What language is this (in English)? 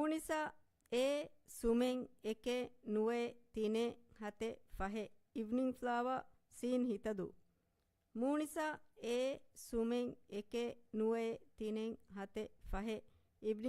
Divehi